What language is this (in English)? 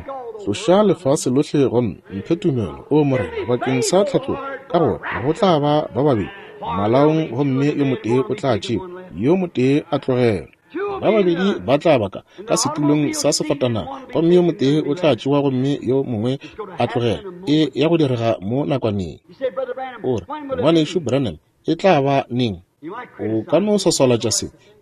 Northern Sotho